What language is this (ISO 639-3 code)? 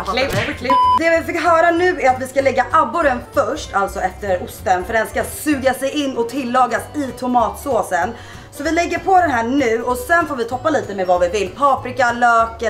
swe